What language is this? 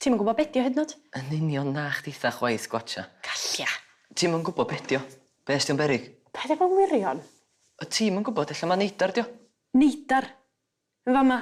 Welsh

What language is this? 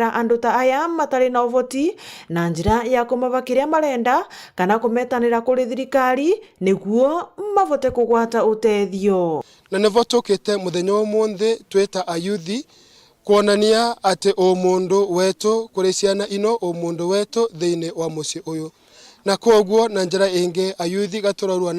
Meru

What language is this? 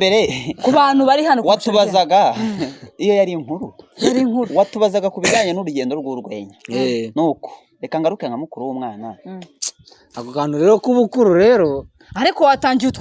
Kinyarwanda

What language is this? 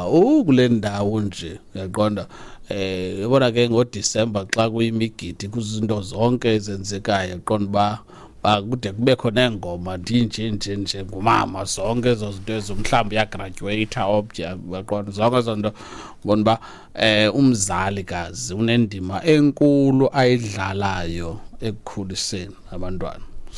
Xhosa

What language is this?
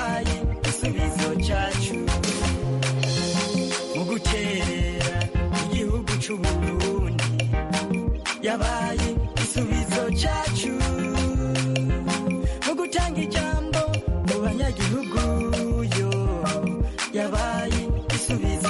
Kinyarwanda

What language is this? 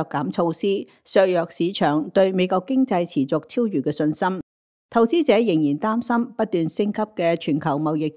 Cantonese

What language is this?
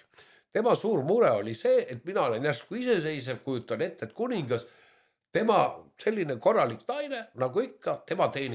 Estonian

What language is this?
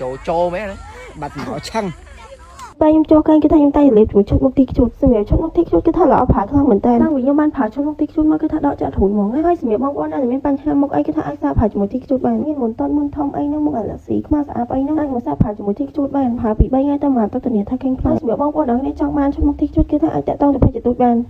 Khmer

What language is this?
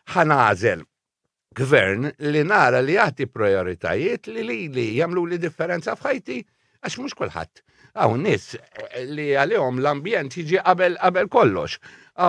Maltese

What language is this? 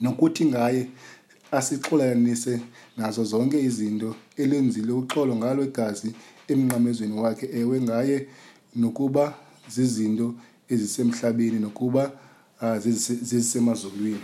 Xhosa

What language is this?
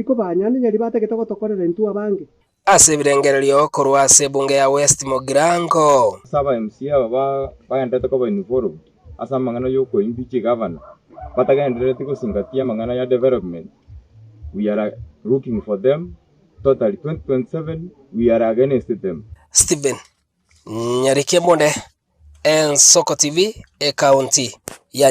Gusii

